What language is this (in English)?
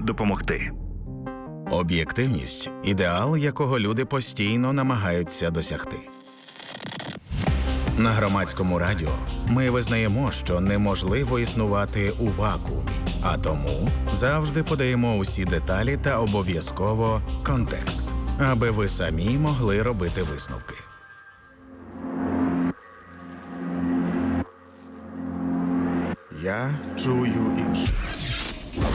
Ukrainian